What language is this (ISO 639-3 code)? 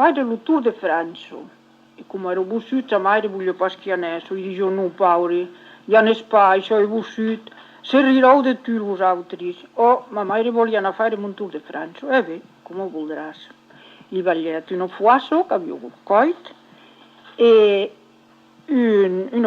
oci